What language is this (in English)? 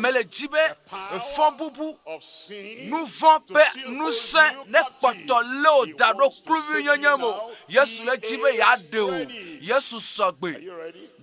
Ewe